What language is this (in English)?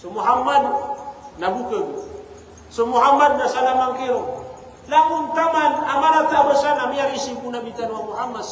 Maranao